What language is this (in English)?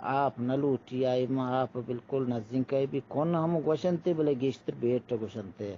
Eastern Balochi